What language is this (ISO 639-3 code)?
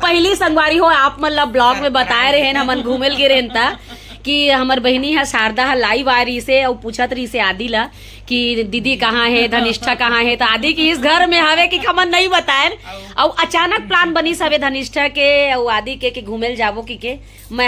hne